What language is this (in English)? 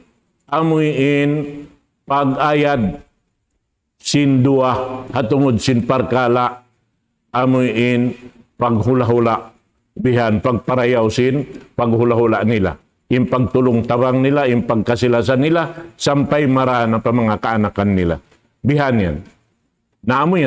Tausug